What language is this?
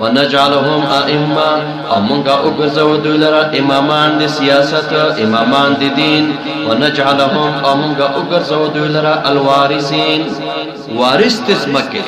Pashto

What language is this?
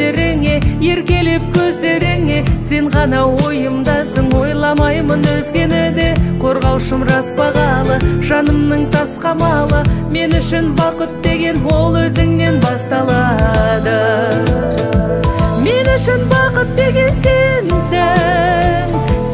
Kazakh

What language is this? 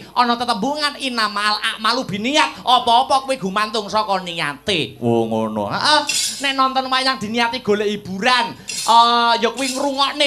Javanese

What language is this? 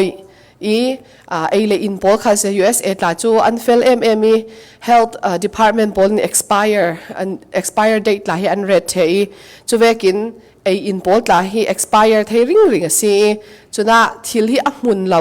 Falam Chin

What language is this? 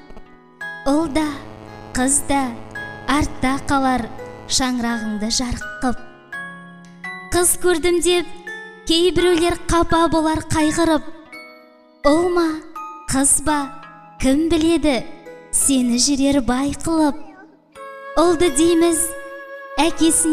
Kazakh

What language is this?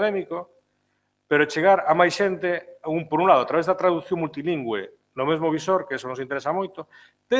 Galician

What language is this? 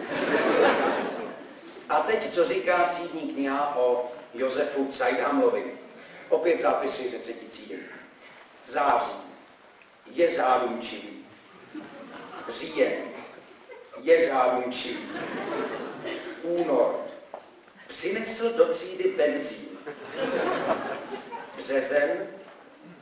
Czech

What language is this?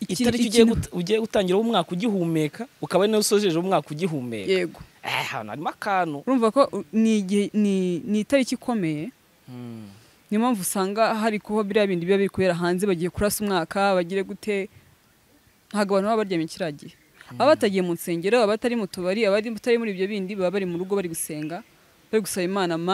Kinyarwanda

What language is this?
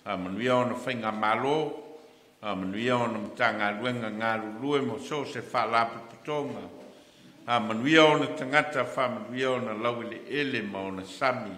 Samoan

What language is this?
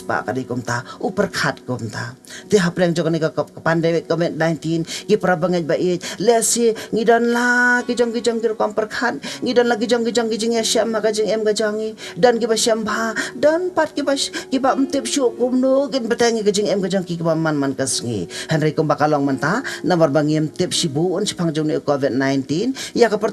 Khasi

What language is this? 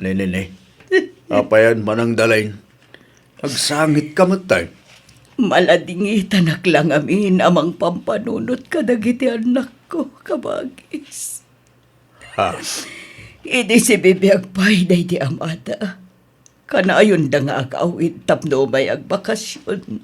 Iloko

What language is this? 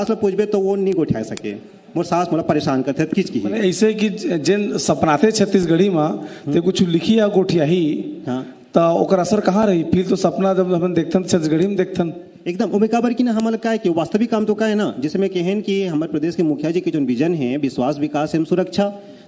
Chhattisgarhi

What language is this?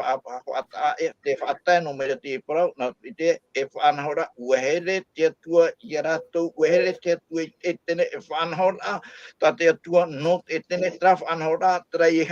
Tahitian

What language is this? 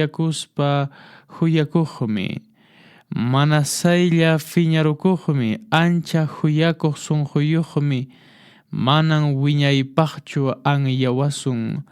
Quechua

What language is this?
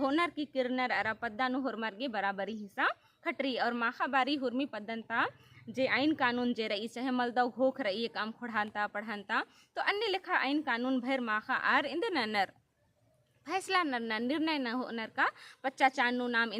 Kurukh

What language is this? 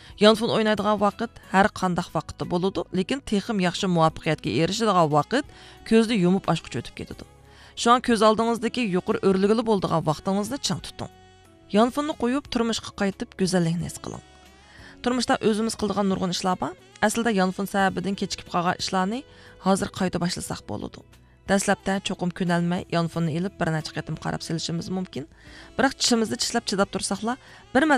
Uyghur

